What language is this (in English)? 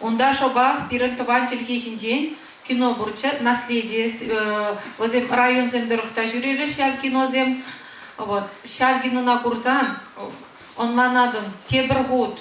Chuvash